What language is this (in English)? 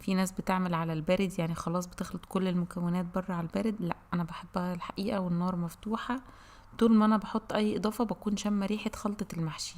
Egyptian Arabic